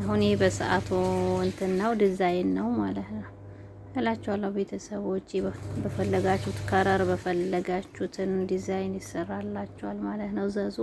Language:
Amharic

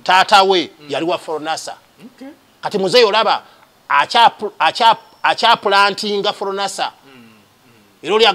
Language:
Ganda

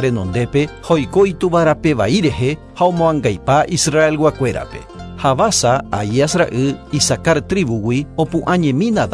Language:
Guarani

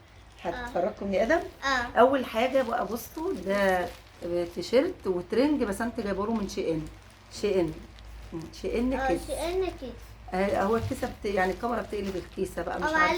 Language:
Egyptian Arabic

